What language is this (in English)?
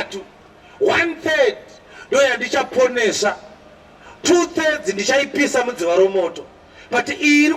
Shona